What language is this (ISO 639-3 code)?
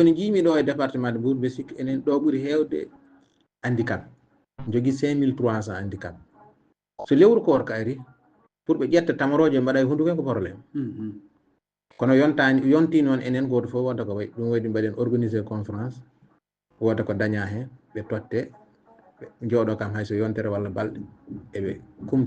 ful